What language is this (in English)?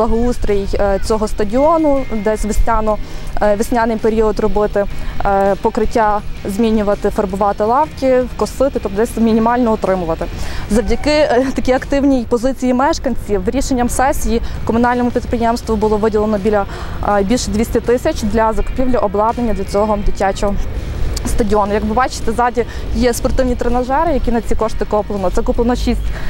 Ukrainian